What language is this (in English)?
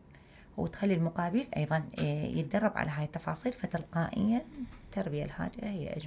Mesopotamian Arabic